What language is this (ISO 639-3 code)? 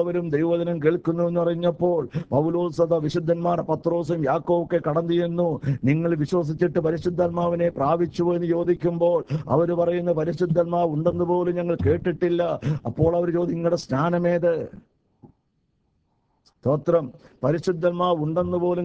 mal